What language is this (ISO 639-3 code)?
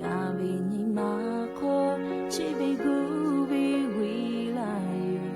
lhu